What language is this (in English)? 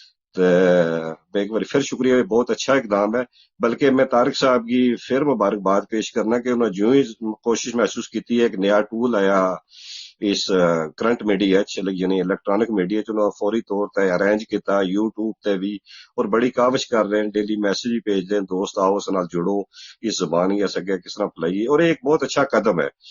Gujari